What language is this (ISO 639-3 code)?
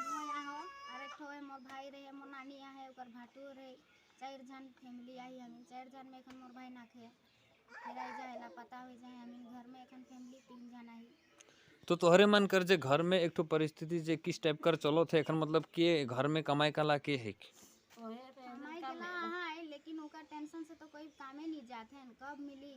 sck